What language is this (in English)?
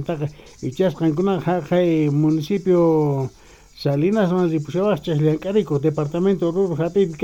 South Bolivian Quechua